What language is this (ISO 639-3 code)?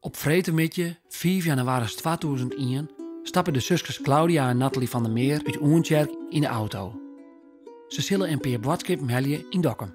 fry